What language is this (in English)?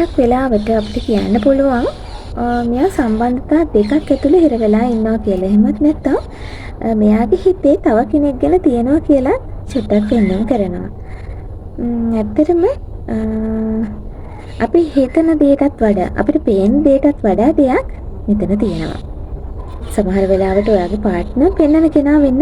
Sinhala